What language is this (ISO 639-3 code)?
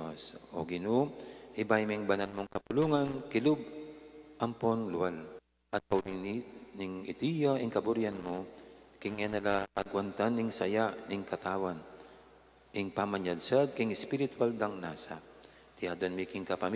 pam